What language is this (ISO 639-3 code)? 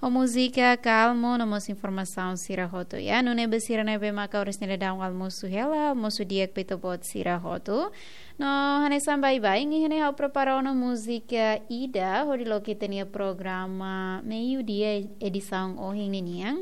tet